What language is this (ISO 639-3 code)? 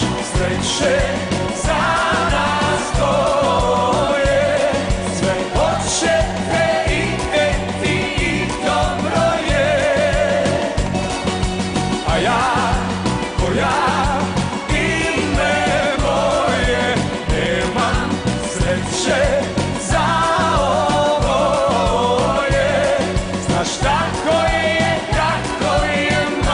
srp